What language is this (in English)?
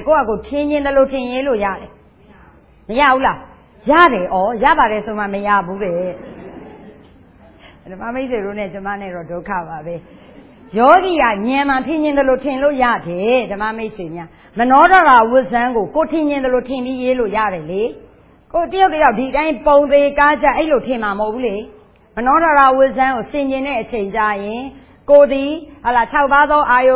Burmese